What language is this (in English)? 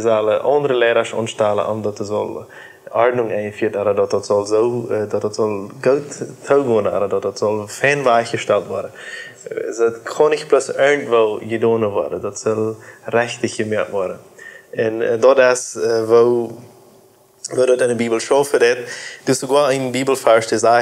Plautdietsch